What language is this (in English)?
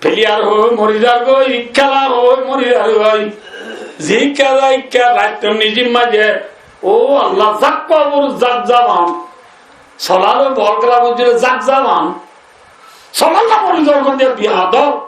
Rohingya